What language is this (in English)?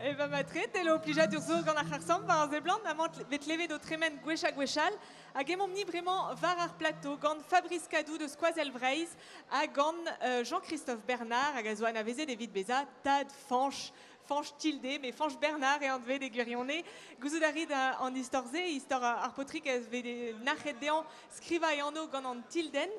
Breton